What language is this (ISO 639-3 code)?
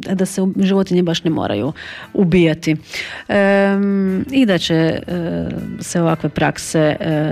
hrv